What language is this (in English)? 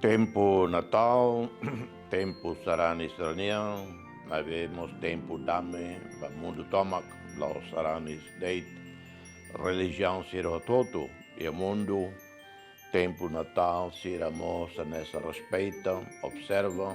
Tetum